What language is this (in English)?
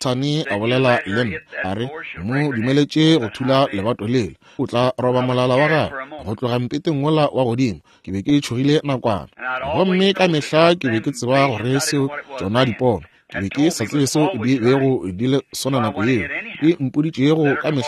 Northern Sotho